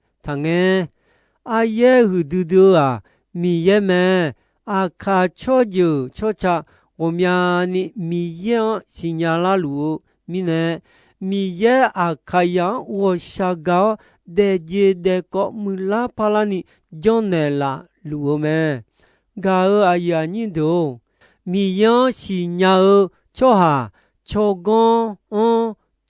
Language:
Akha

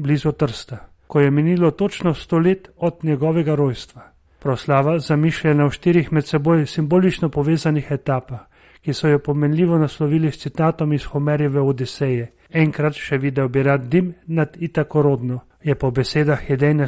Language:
Slovenian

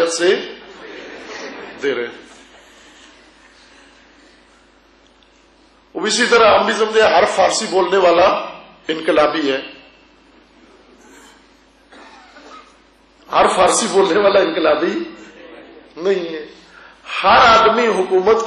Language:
Urdu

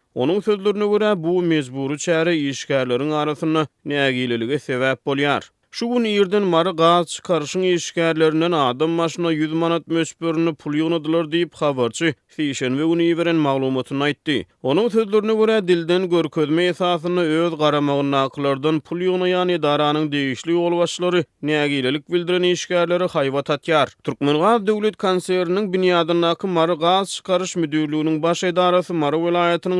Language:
Turkmen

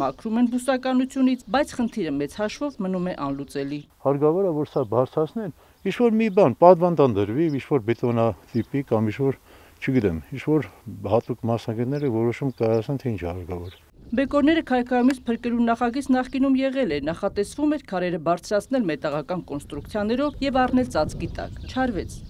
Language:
Armenian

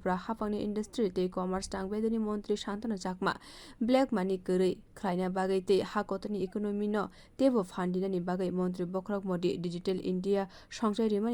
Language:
Kok Borok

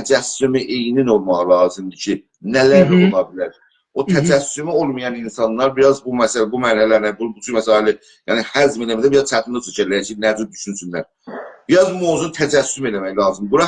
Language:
South Azerbaijani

